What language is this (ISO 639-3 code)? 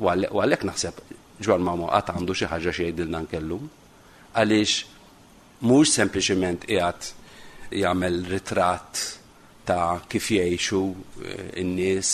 mlt